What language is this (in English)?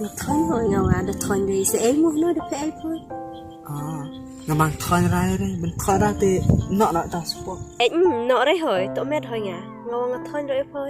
Khasi